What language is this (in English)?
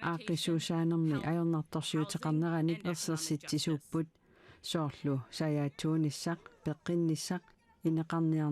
Kalaallisut